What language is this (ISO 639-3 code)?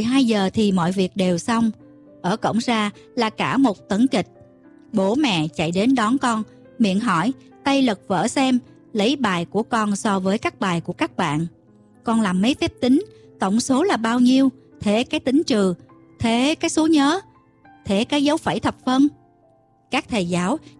vie